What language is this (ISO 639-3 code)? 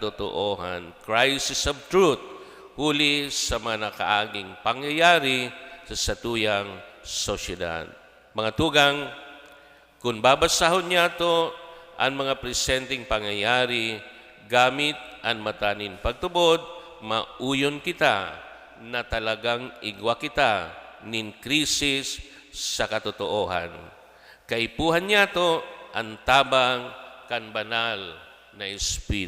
bik